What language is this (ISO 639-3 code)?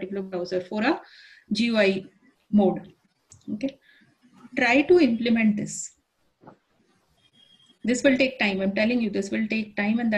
eng